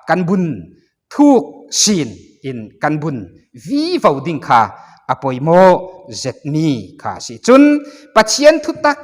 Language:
Falam Chin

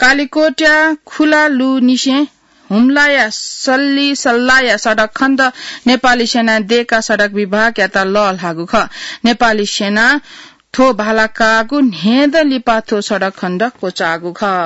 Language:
Newari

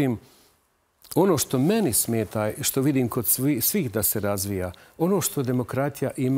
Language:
Bosnian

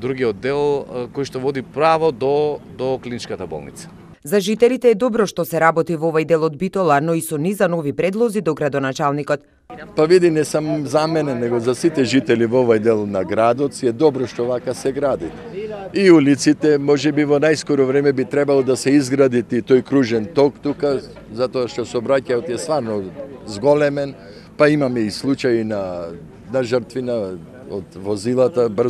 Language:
Macedonian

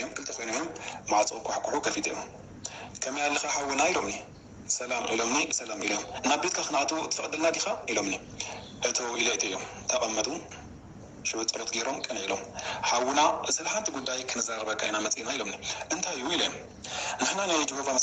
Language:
Tigrinya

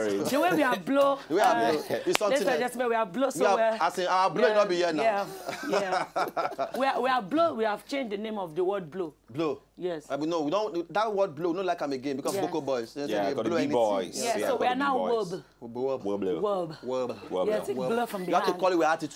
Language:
Nigerian Pidgin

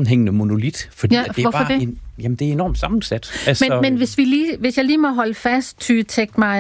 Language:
Danish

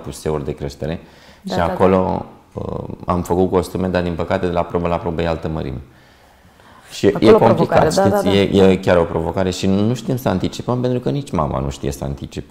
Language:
Romanian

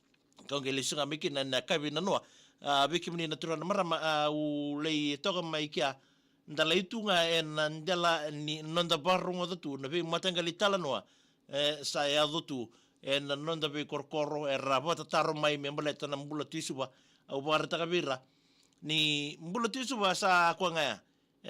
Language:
Fijian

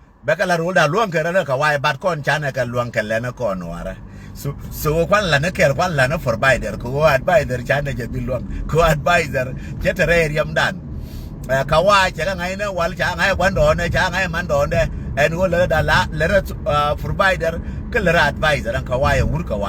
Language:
Nuer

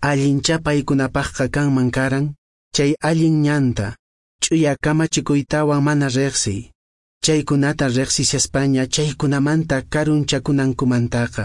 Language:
Quechua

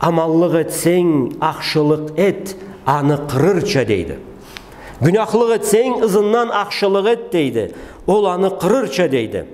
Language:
Karachay-Balkar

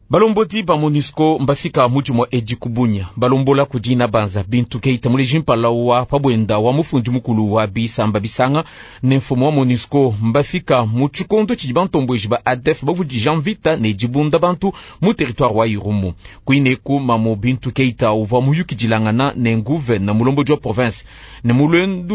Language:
Luba-Lulua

